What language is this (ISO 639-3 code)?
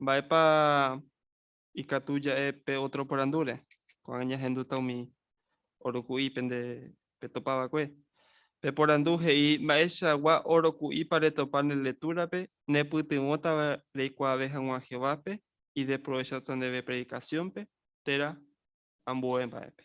grn